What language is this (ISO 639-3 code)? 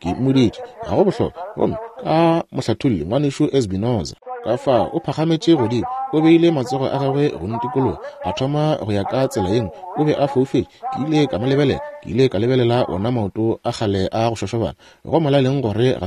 nso